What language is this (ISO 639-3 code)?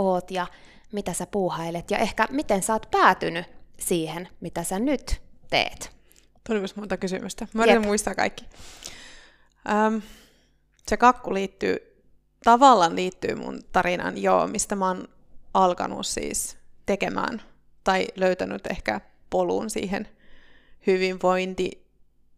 fin